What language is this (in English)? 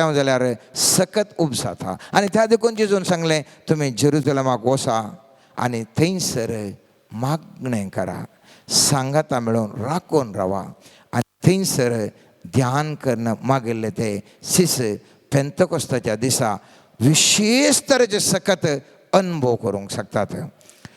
Konkani